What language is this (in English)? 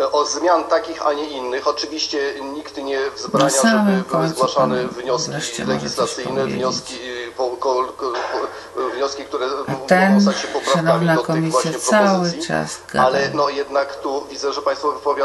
Polish